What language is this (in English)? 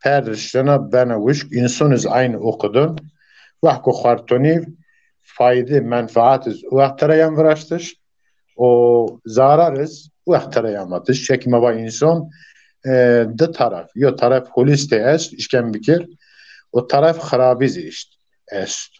Zaza